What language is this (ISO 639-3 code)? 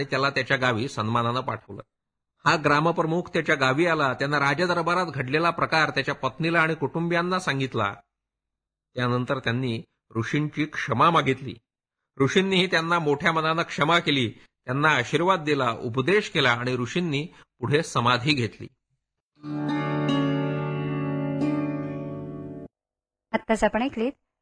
mar